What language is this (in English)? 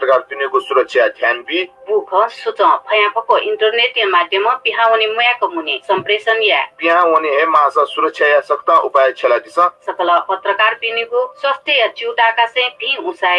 Newari